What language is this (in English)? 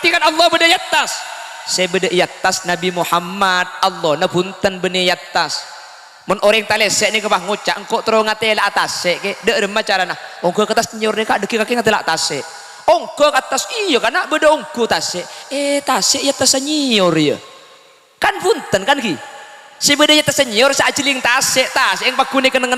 Madurese